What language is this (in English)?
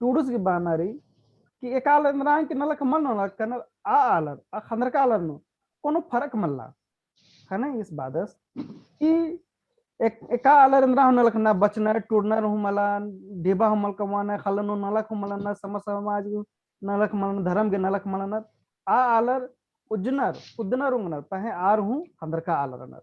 Kurukh